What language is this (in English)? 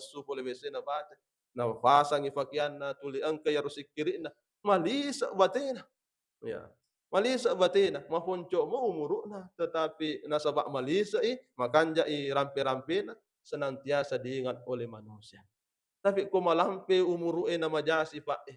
Buginese